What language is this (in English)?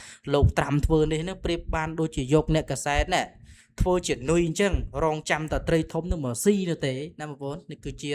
Khmer